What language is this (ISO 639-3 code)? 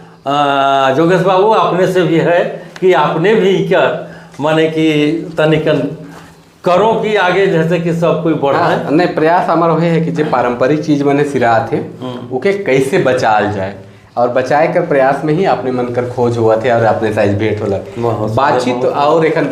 sck